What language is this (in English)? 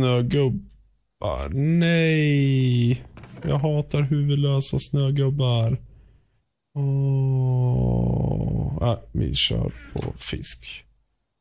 Swedish